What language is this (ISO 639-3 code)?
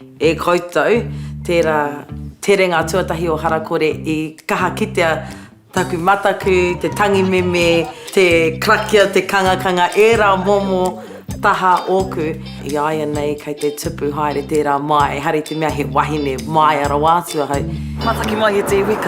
mri